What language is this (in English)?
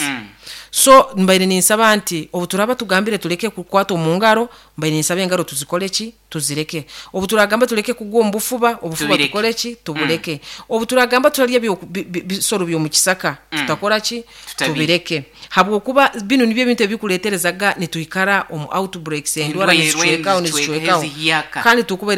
Nyoro